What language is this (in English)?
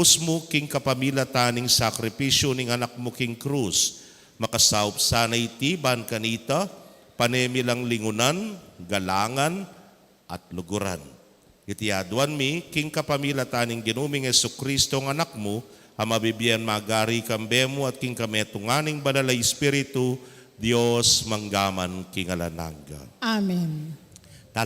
Pampanga